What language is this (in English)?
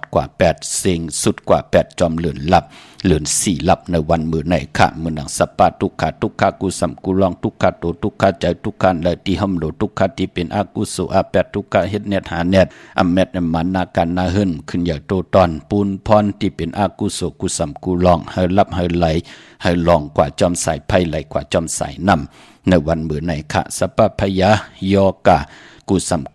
Shan